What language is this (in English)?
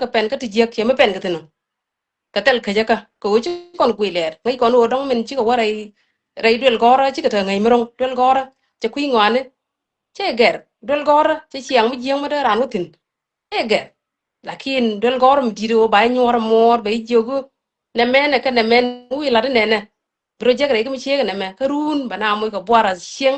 Nuer